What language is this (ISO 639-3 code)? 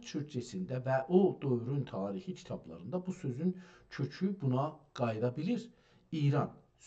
azb